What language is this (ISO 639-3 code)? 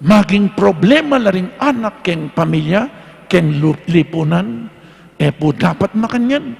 pam